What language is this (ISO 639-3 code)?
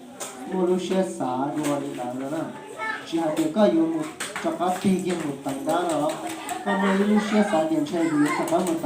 hmn